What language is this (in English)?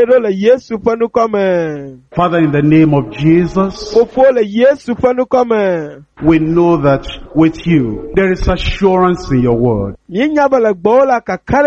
Ewe